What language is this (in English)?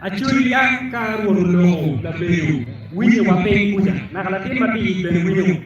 Acoli